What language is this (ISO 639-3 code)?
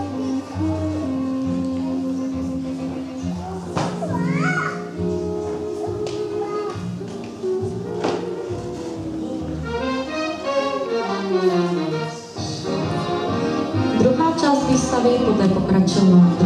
ces